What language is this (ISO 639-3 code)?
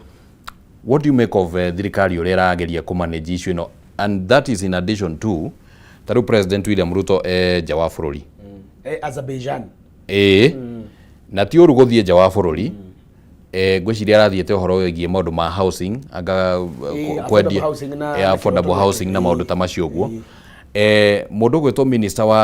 kik